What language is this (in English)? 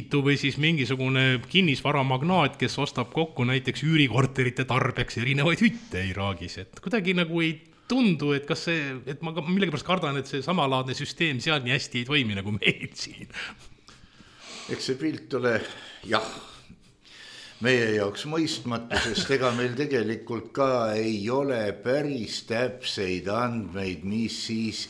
Estonian